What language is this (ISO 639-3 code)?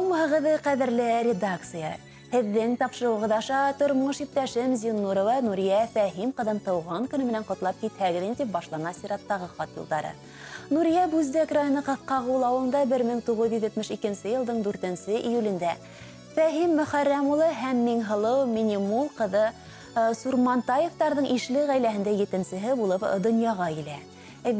bak